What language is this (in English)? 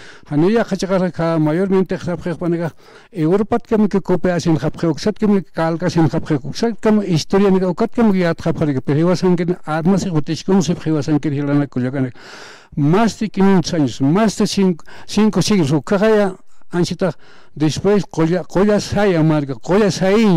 Aymara